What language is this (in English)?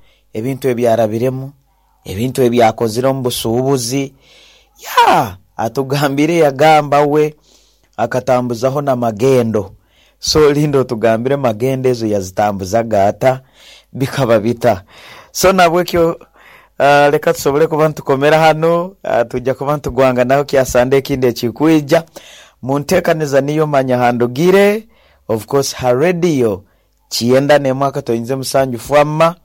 Nyankole